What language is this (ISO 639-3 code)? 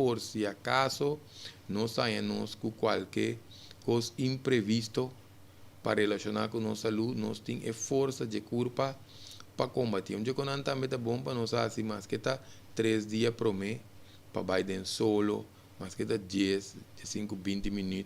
pap